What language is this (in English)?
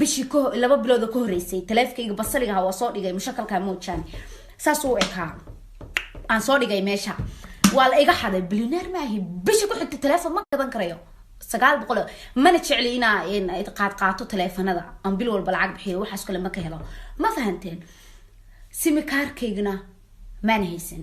Somali